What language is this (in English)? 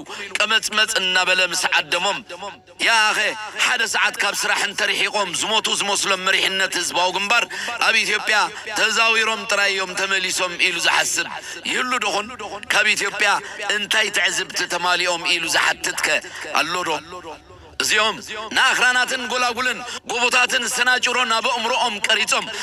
Tigrinya